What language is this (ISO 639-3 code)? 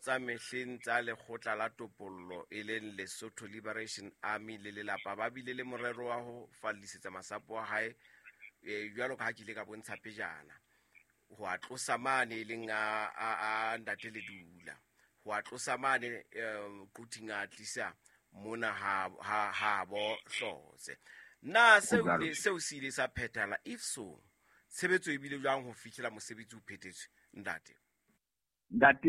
sot